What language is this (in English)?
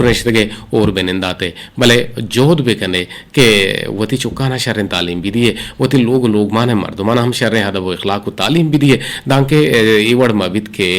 Eastern Balochi